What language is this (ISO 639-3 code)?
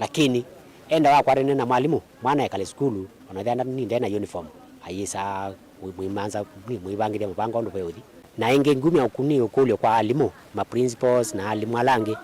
kam